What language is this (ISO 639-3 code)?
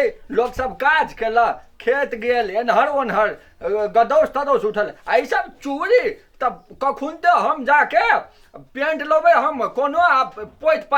mai